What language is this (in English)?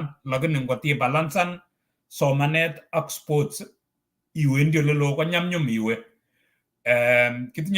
Kalenjin